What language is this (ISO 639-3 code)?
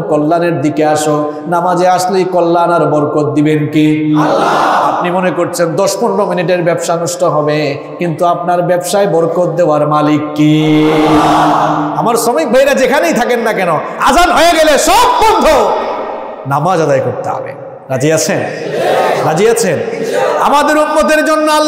ben